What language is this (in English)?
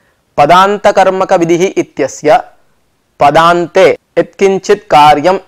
Sanskrit